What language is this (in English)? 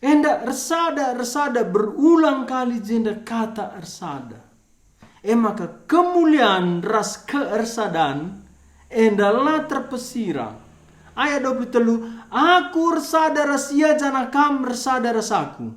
Batak Karo